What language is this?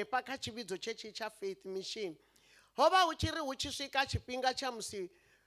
Venda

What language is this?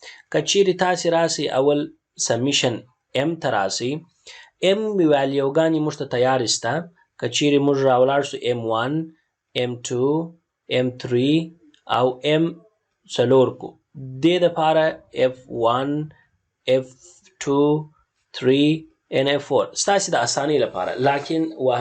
Pashto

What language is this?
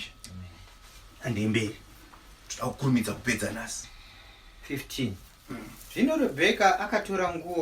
Shona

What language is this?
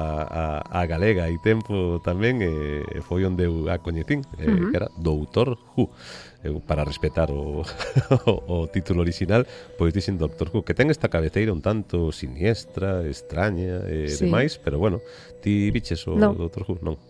Galician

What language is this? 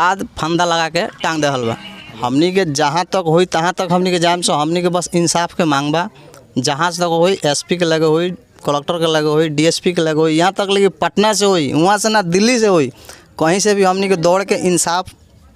Bhojpuri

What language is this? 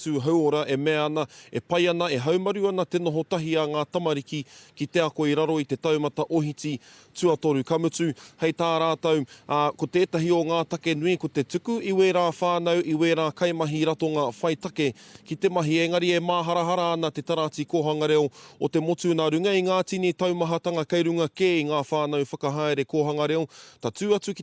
Māori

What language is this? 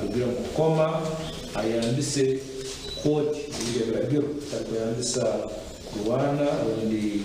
Nyankole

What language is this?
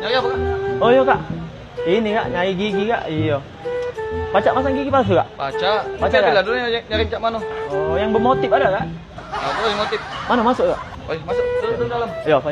Musi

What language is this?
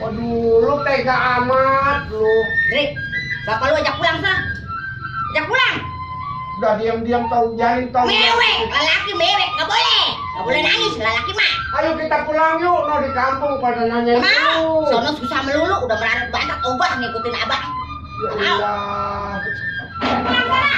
Betawi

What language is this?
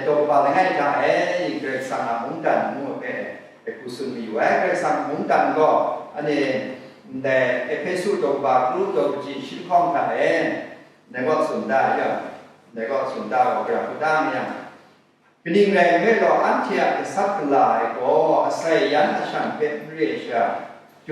Kachin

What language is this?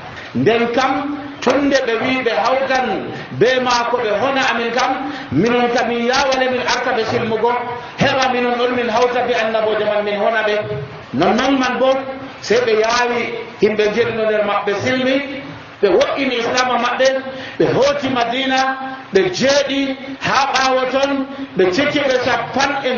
Nigerian Fulfulde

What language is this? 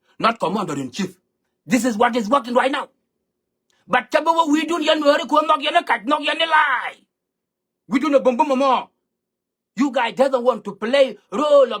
Nuer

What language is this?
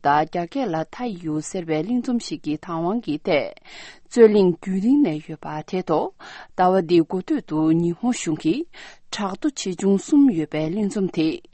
Tibetan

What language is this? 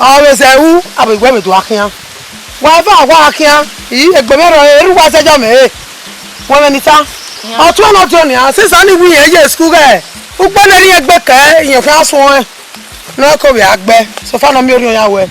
Bini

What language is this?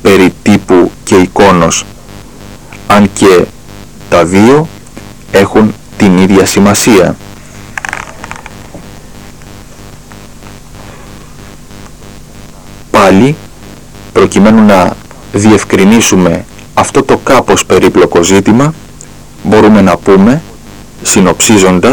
Greek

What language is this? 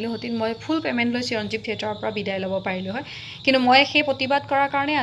Assamese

